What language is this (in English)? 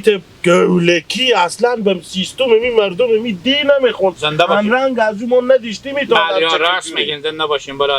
Hazaragi